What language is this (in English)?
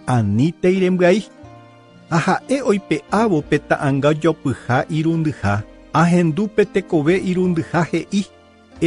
Guarani